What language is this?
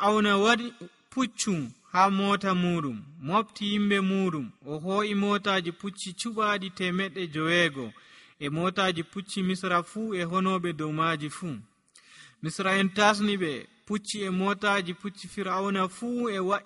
Nigerian Fulfulde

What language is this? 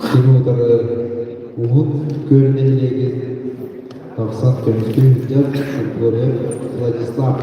Yakut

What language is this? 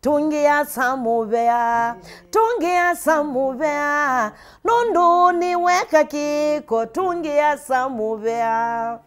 Kamba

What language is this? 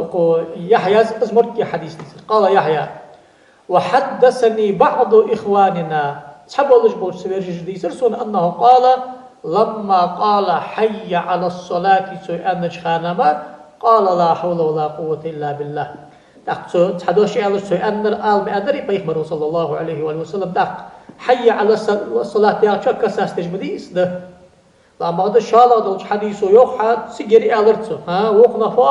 Ingush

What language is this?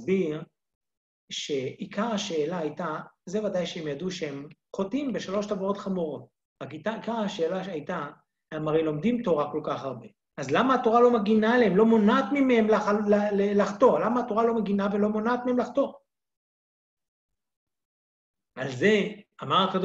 Hebrew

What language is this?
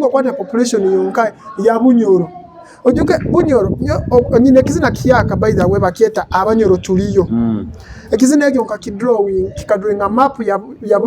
Nyoro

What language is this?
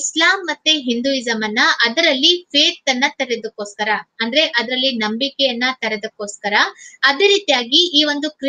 Kannada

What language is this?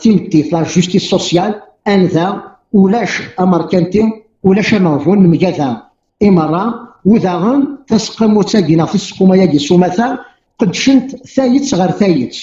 Kabyle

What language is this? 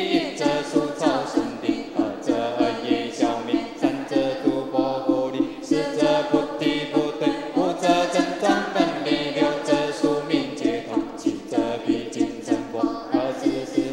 Chinese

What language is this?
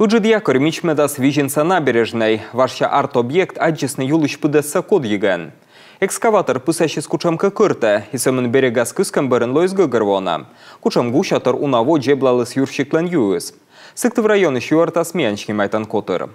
Komi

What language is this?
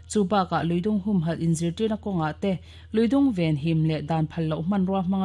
Mizo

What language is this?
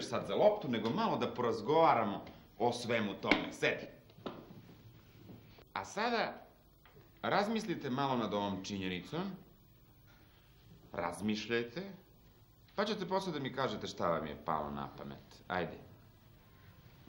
Serbian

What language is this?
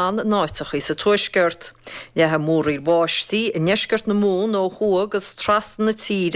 Irish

